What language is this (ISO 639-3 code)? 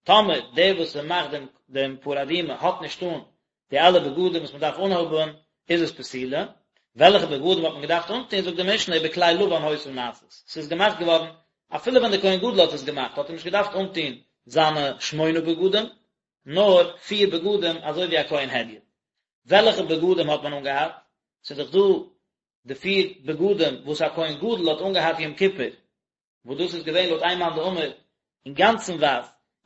yid